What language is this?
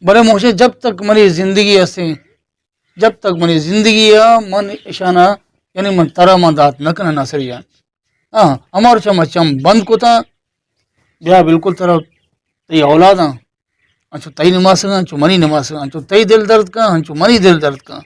Baluchi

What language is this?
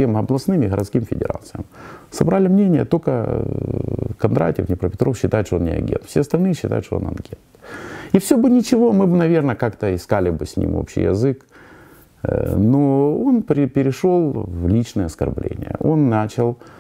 Russian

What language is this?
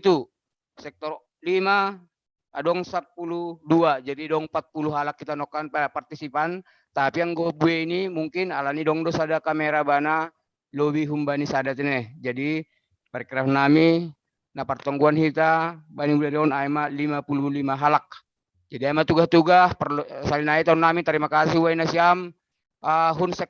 Batak Simalungun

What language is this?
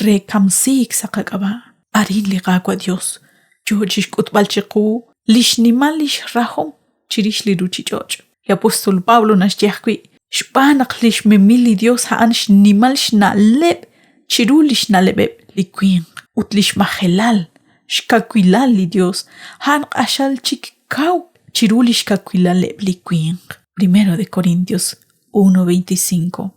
Kekchí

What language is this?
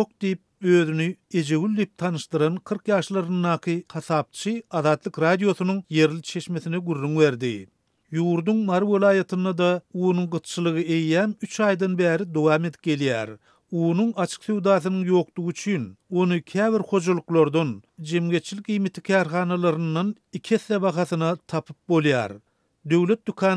Turkmen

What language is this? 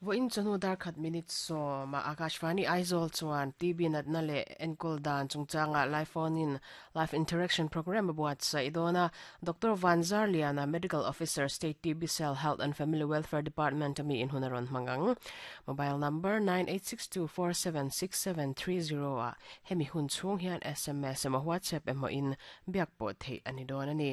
Mizo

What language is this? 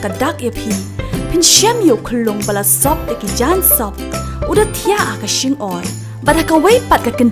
Khasi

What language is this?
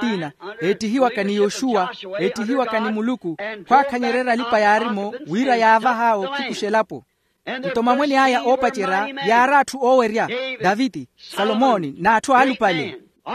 Makhuwa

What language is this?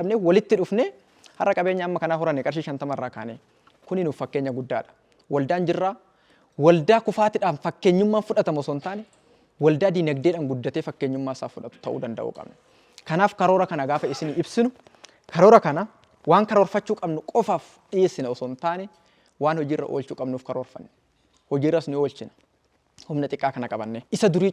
Oromo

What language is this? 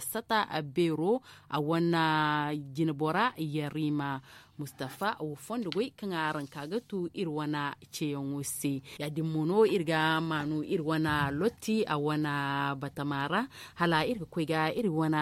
Zarma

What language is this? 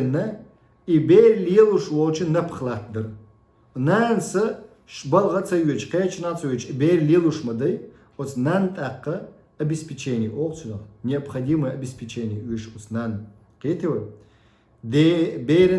Chechen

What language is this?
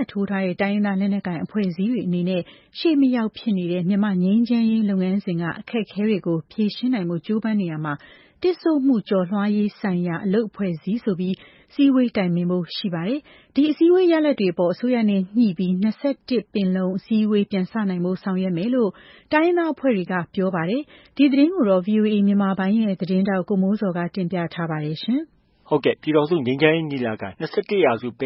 Burmese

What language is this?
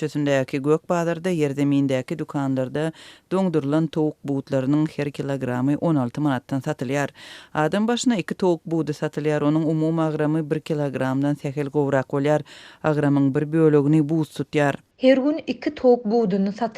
Turkmen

